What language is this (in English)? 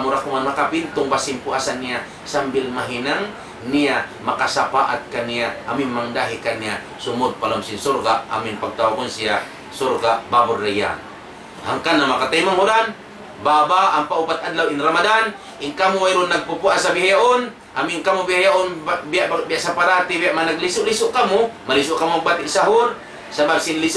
Tausug